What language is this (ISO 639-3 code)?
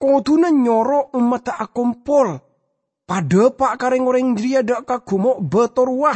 mad